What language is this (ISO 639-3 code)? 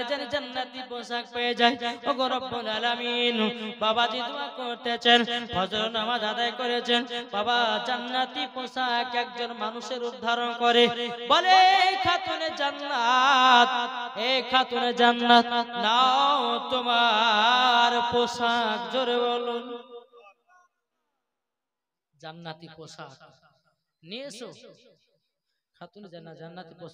ben